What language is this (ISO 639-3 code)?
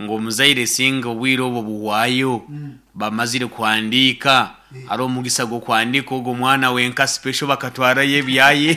nyn